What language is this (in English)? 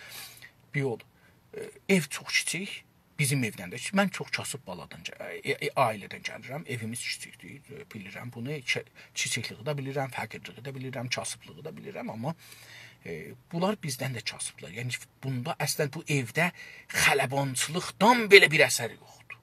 South Azerbaijani